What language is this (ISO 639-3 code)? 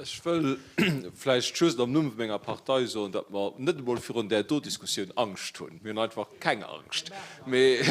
ltz